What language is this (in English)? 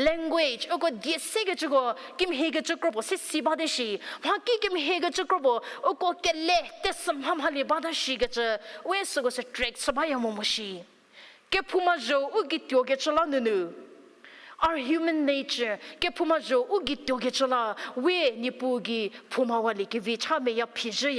Angami Naga